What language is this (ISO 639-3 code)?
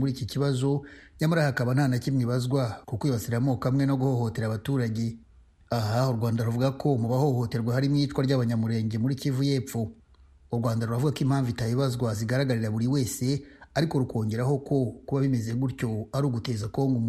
kin